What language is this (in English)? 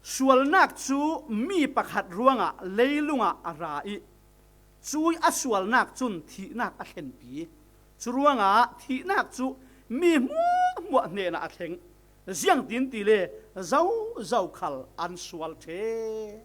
Falam Chin